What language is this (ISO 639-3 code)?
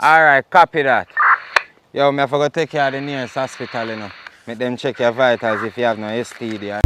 jam